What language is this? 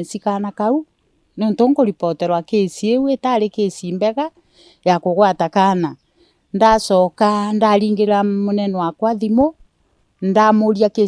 Meru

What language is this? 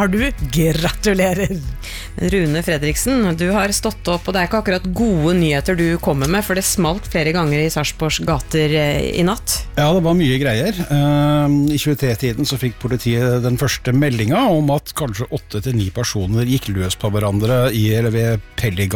Norwegian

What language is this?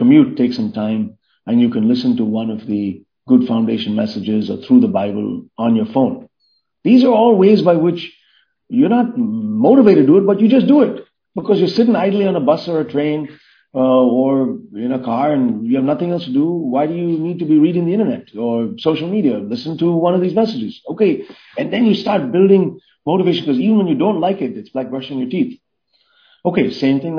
English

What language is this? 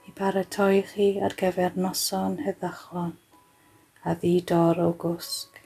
Welsh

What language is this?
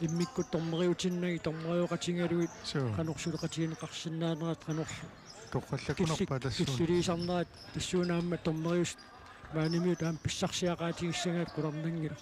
Kalaallisut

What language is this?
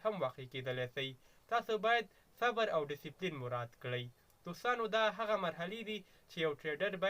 Pashto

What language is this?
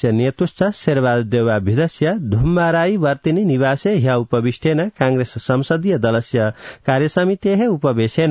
Sanskrit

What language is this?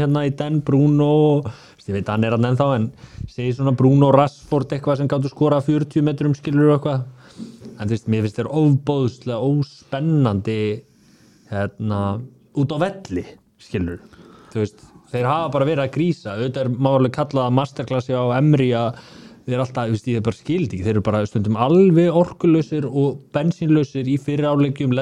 Icelandic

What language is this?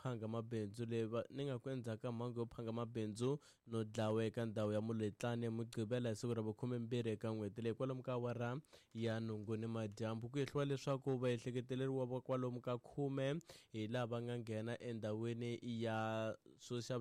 Tsonga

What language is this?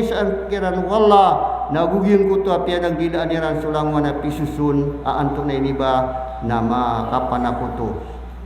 Maranao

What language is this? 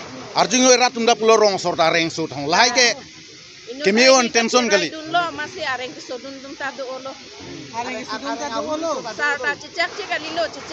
Karbi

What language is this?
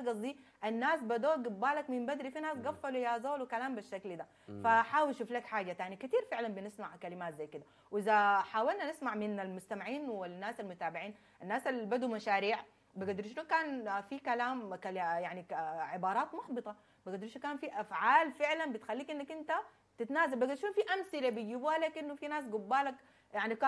Sudanese Arabic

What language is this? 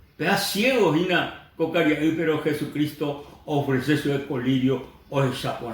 Guarani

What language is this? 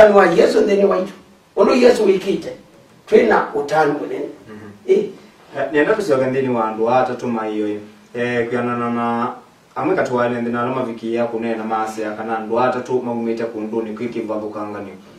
Kamba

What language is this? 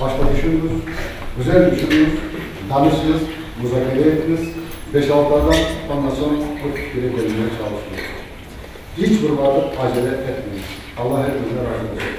Crimean Tatar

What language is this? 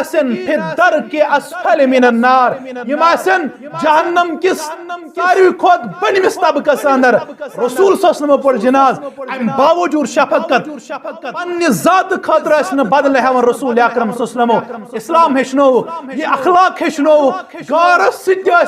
Kashmiri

